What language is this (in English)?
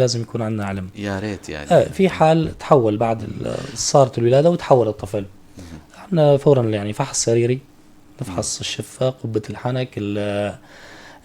North Levantine Arabic